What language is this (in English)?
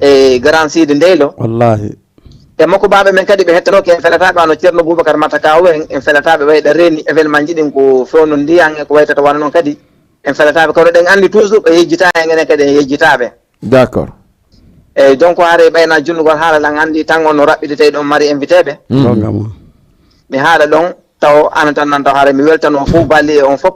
Fula